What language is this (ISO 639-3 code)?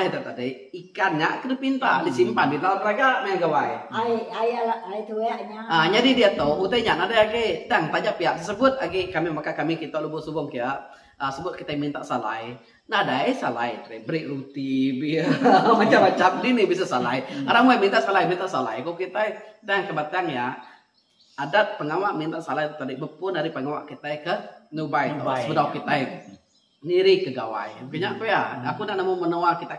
iba